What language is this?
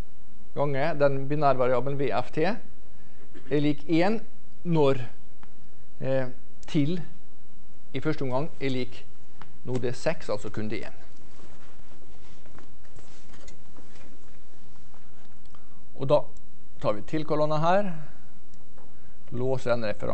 Norwegian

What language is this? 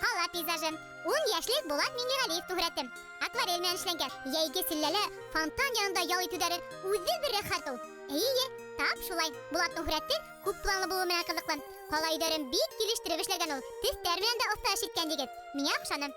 Bashkir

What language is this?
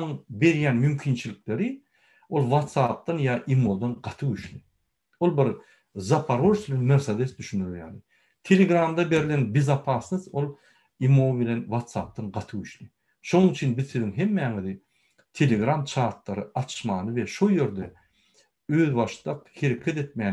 Turkmen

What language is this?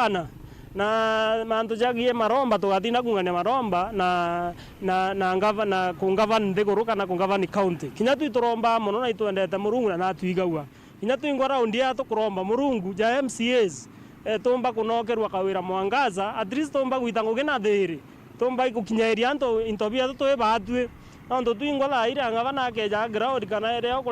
Meru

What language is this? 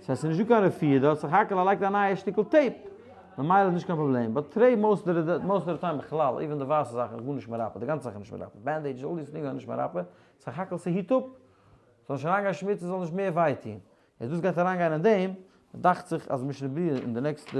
Yiddish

